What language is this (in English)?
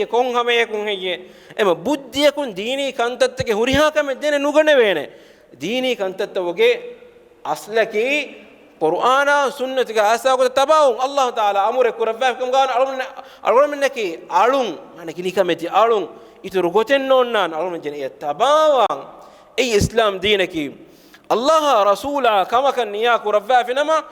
Divehi